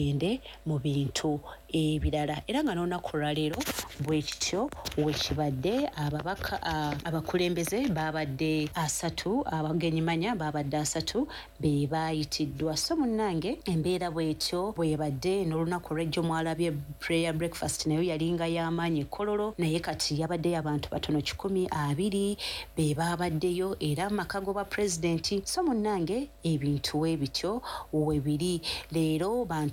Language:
Ganda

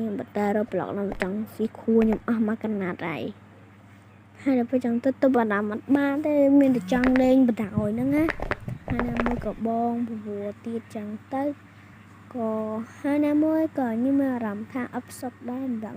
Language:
Khmer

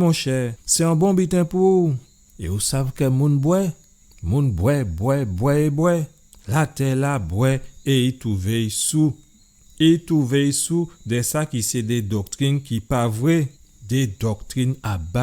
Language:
Guadeloupean Creole French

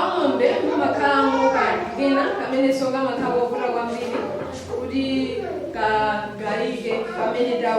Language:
Nyanja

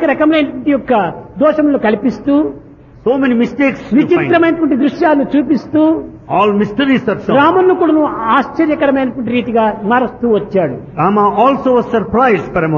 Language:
Telugu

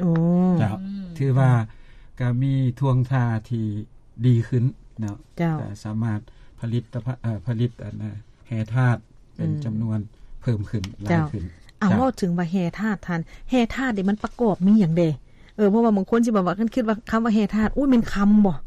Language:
Lao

